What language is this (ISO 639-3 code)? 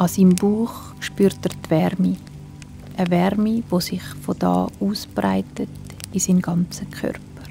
gsw